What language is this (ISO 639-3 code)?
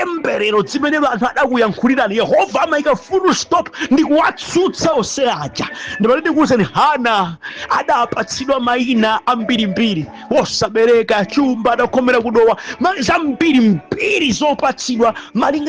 nya